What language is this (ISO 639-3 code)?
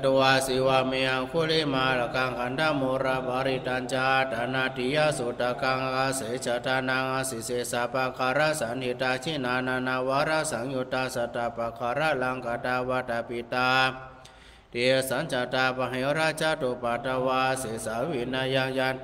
pli